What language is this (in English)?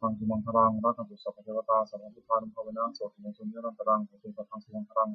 Pali